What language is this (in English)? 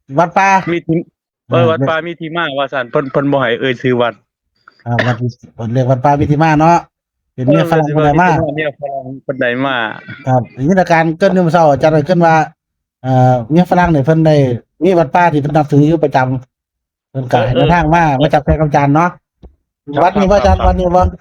Northeastern Thai